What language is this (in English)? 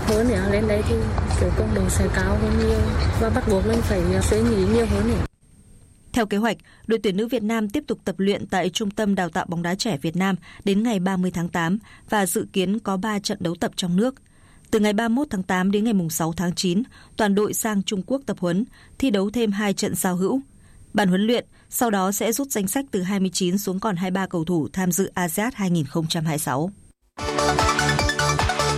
Vietnamese